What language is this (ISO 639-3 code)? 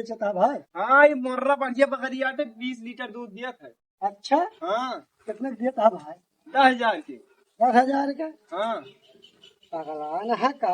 awa